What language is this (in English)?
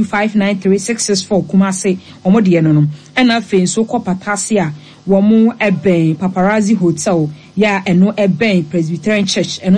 Akan